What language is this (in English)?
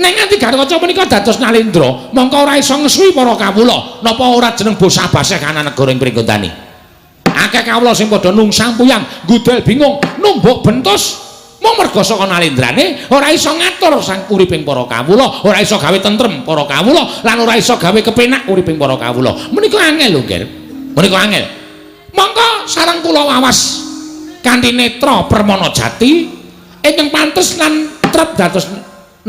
Javanese